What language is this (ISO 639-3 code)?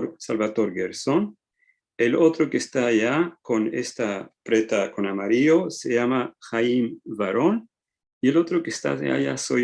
lad